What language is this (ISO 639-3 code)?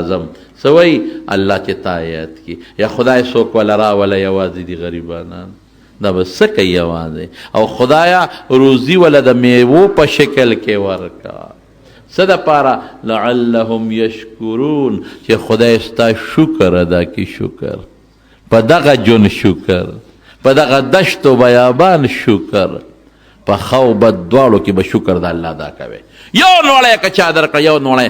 pus